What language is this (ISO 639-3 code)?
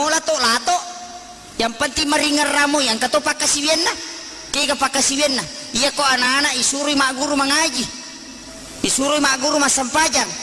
bug